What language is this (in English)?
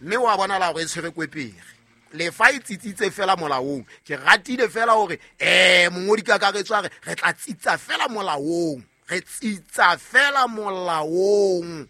Southern Sotho